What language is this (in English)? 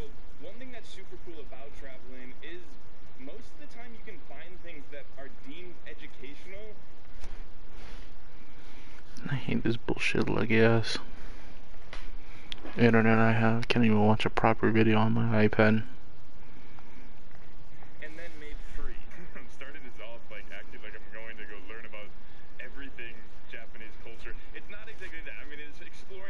English